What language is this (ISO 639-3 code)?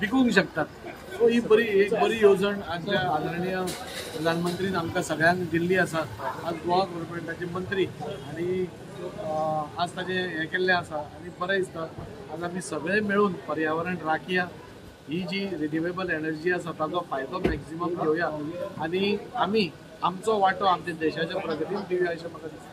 kok